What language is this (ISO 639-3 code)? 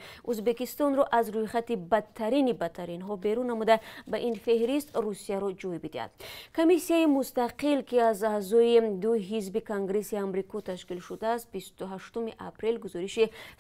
tgk